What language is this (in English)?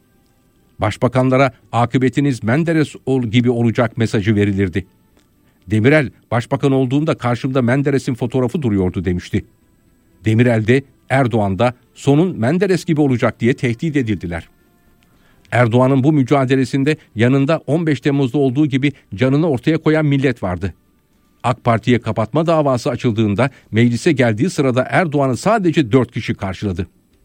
Turkish